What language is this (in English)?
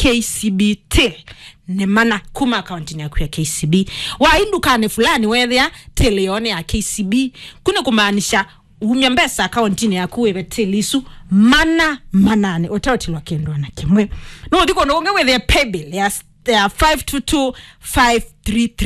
Kamba